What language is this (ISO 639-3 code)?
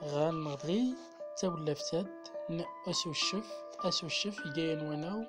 tzm